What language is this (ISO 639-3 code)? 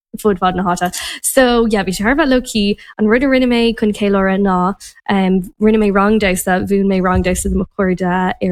gle